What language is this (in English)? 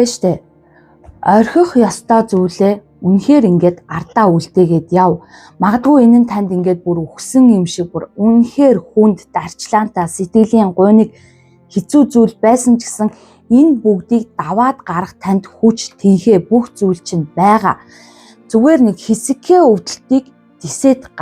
Mongolian